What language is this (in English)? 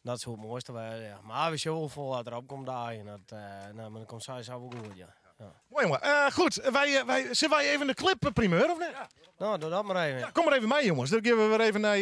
Western Frisian